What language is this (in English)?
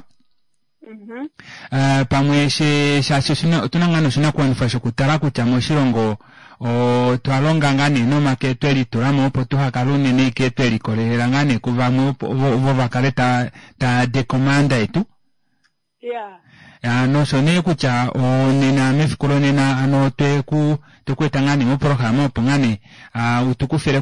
Kuanyama